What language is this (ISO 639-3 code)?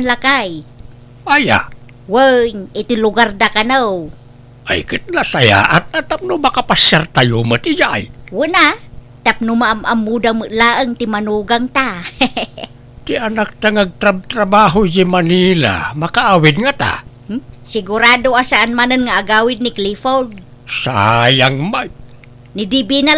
ilo